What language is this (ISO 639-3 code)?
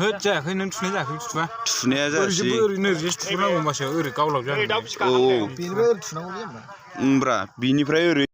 brx